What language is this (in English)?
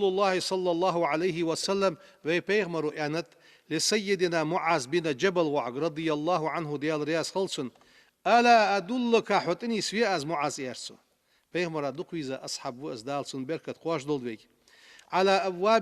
Ingush